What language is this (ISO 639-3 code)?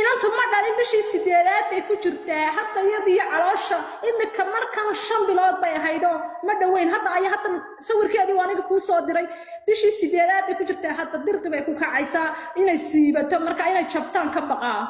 som